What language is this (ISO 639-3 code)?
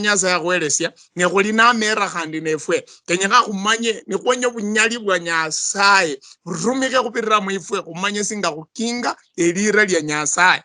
luy